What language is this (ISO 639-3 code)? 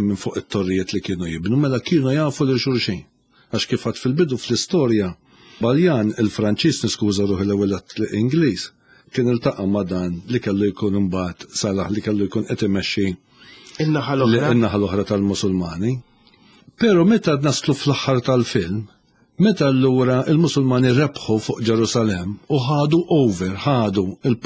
mlt